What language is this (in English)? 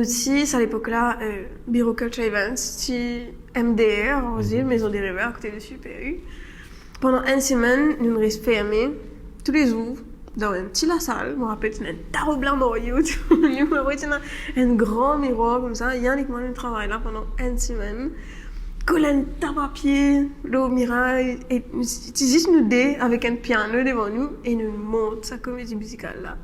Morisyen